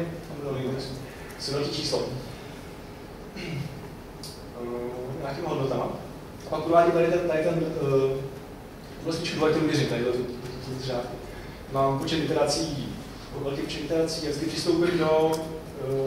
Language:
Czech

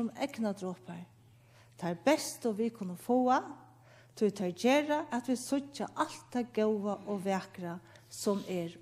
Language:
Faroese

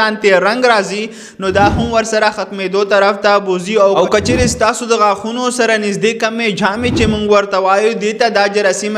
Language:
Pashto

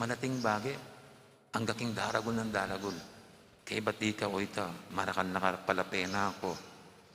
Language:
Pampanga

